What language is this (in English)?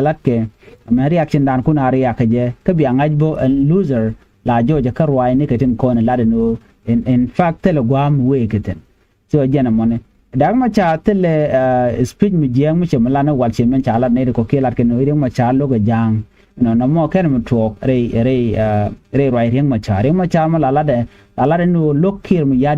Nuer